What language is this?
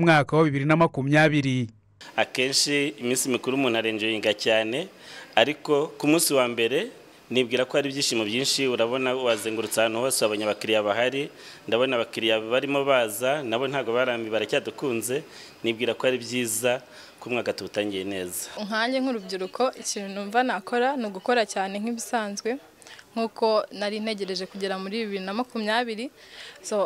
Kinyarwanda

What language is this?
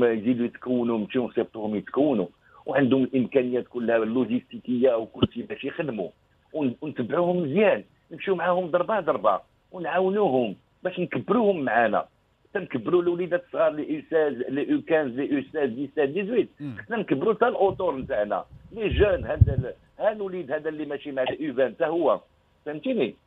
Moroccan Arabic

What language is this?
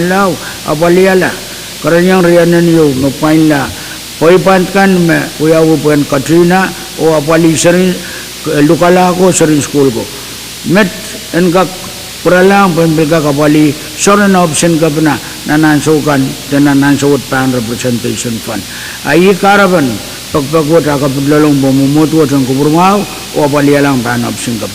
Pohnpeian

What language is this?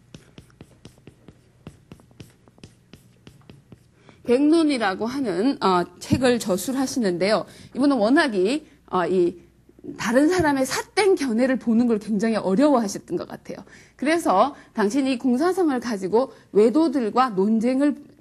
Korean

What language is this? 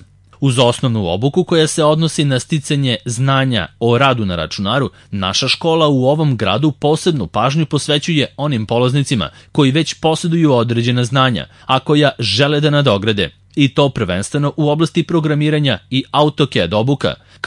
Serbian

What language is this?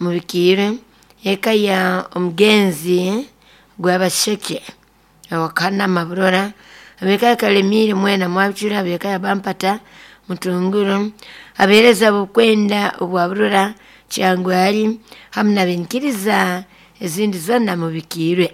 Nyoro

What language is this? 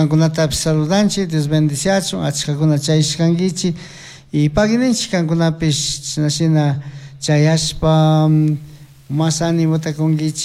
Chimborazo Highland Quichua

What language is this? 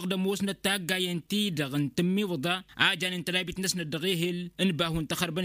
Tamasheq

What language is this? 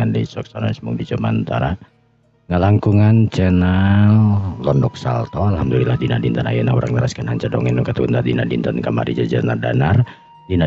Sundanese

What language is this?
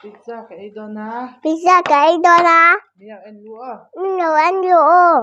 Mizo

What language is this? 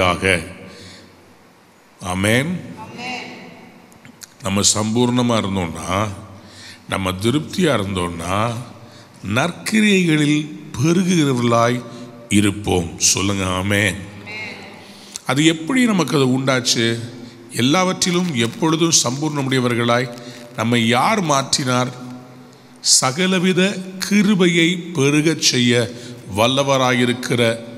Tamil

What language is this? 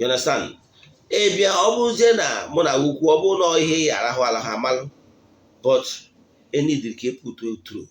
Igbo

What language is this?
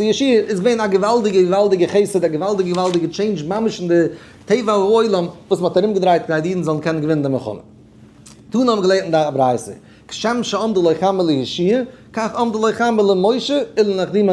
Yiddish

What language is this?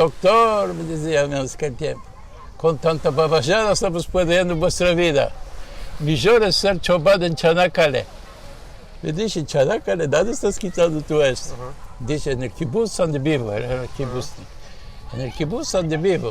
Ladino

